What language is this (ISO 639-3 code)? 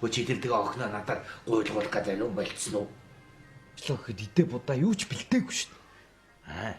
mon